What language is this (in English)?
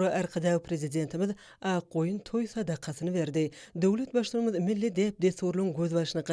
Turkmen